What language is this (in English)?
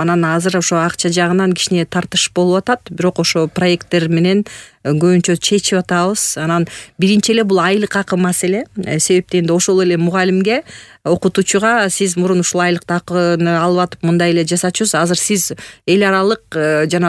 Kyrgyz